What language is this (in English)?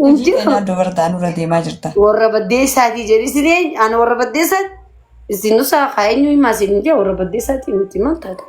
Oromo